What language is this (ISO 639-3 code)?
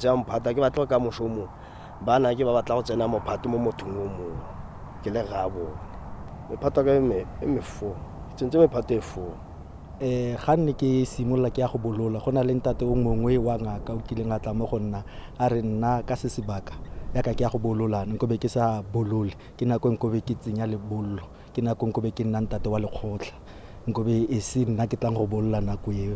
tsn